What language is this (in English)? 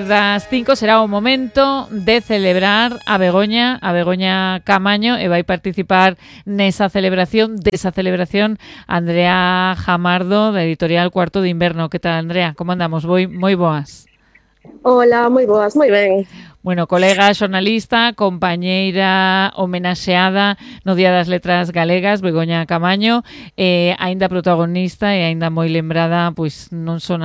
Galician